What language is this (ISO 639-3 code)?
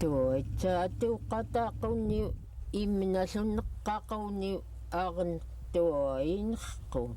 esu